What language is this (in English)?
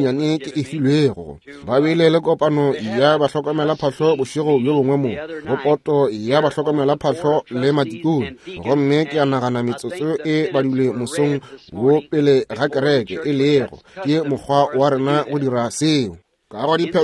Northern Sotho